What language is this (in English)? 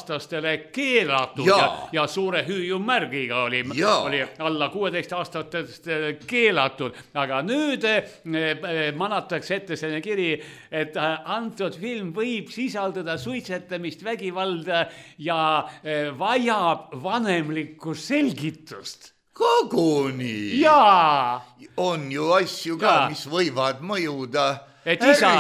Estonian